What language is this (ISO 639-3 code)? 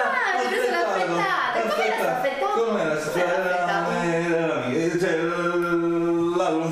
ita